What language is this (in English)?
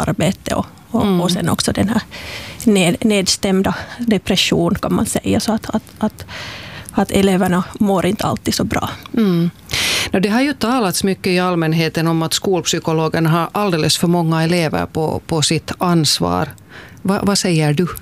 Swedish